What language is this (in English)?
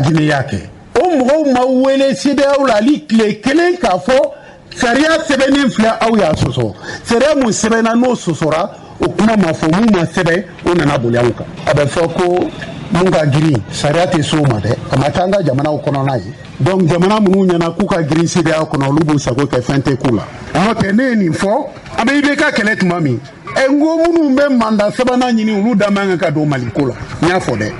Bambara